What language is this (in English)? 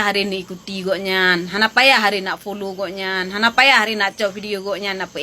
Achinese